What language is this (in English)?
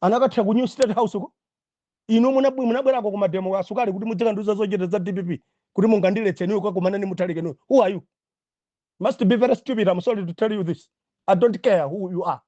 Nyanja